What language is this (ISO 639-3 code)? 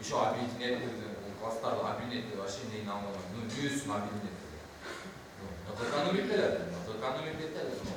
bak